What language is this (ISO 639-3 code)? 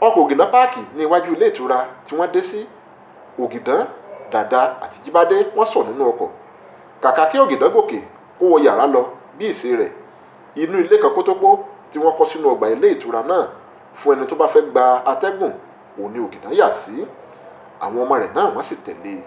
yor